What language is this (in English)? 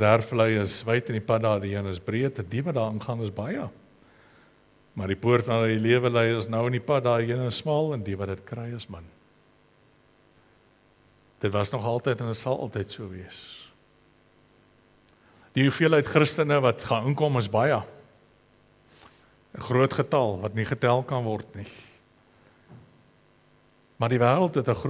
Afrikaans